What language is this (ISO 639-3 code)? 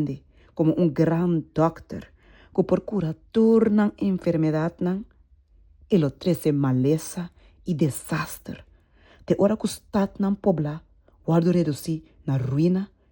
pap